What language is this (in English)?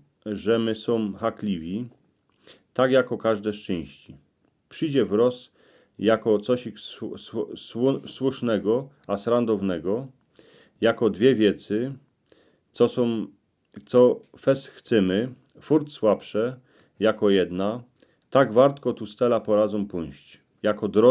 Silesian